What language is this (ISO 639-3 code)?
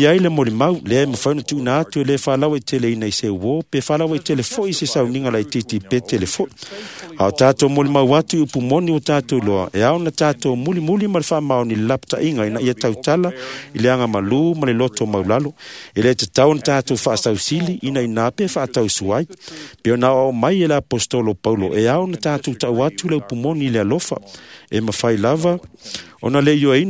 smo